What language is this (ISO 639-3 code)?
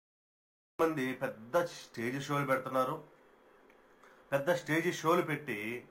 tel